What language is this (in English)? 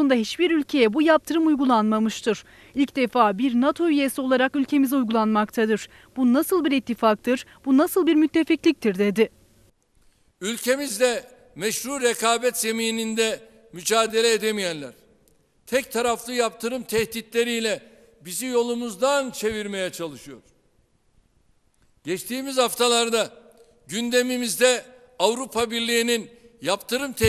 Turkish